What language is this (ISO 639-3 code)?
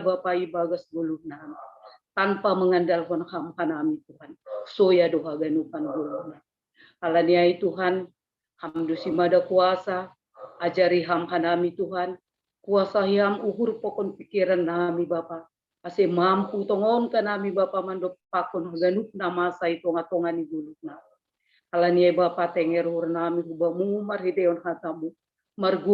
bts